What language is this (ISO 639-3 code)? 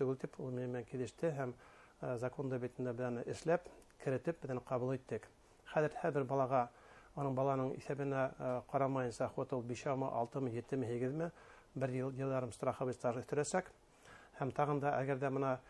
bak